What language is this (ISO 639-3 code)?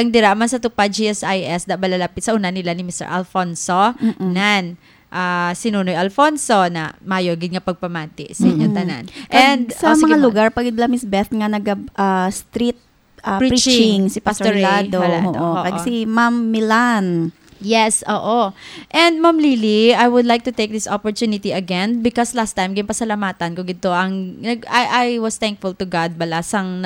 hil